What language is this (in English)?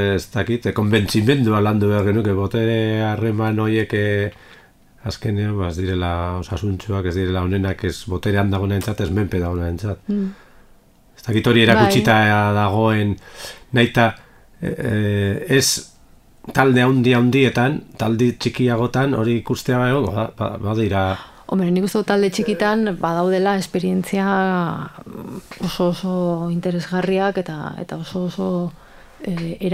Basque